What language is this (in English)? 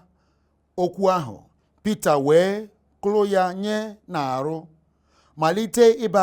Igbo